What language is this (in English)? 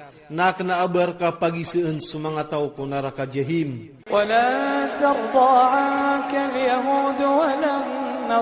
Iranun (Philippines)